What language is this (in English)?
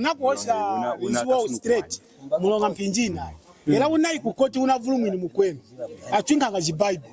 Lunda